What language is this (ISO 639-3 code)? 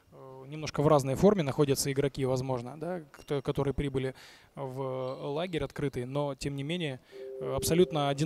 rus